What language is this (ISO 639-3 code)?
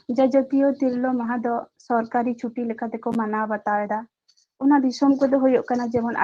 sat